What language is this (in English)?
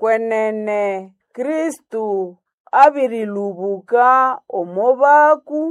Nande